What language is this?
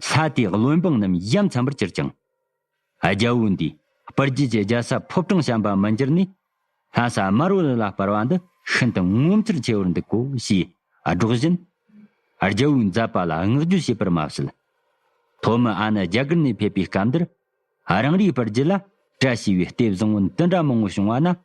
Tibetan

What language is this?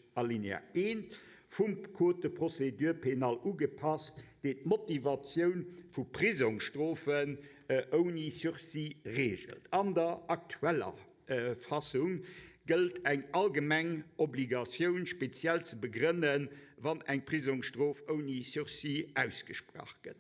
Luxembourgish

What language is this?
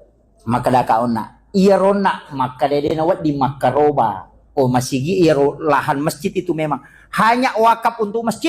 Buginese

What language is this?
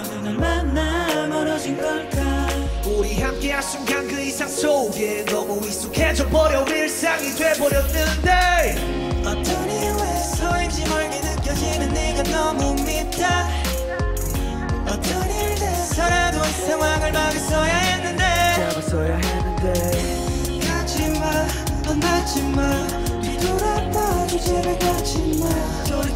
Korean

